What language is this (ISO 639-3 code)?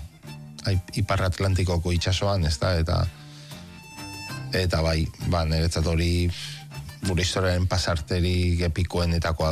eus